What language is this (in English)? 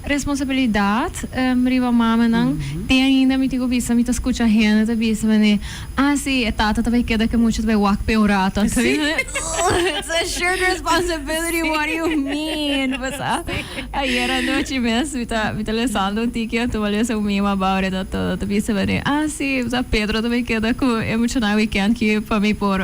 Papiamento